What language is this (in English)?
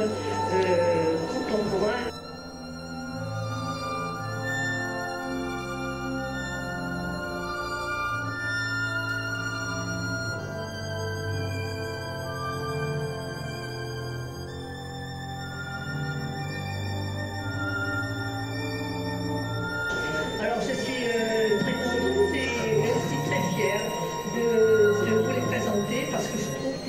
French